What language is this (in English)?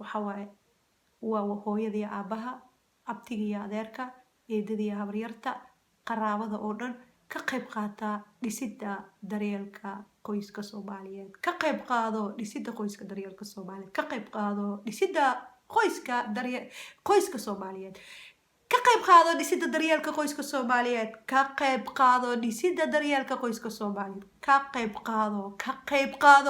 Somali